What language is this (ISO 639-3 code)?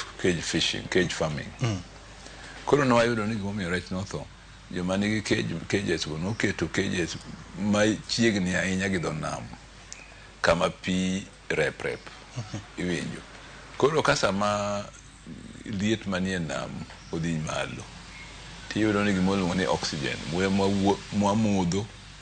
luo